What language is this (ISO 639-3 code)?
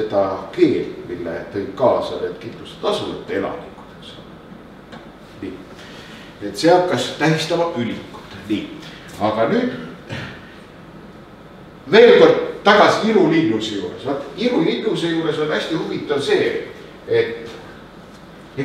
est